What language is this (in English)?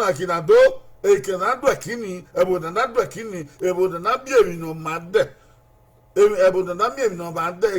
Bini